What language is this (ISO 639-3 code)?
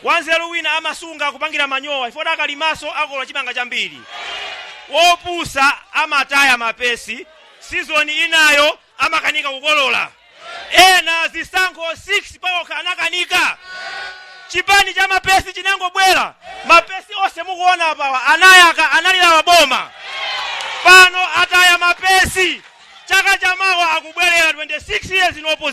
nya